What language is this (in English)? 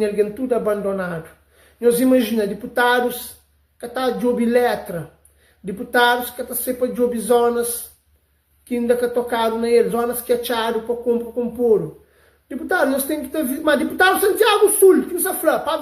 Kabuverdianu